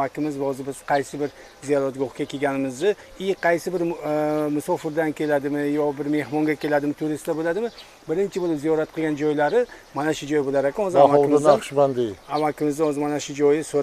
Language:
Uzbek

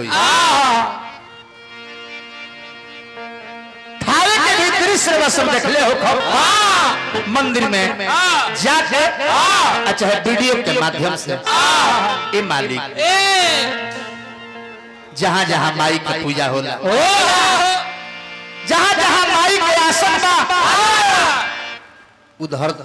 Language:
Bhojpuri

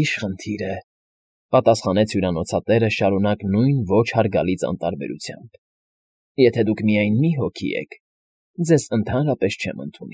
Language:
Armenian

